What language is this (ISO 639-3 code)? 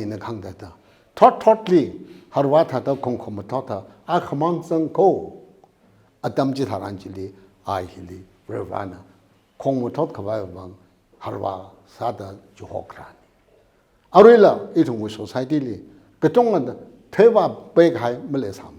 nmf